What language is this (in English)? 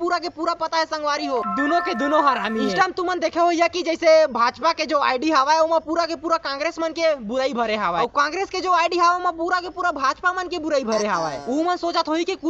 Chhattisgarhi